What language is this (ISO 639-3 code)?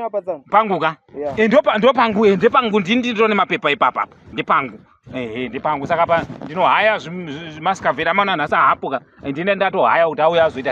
sna